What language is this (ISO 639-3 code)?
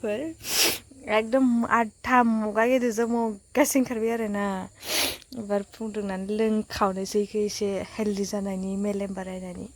brx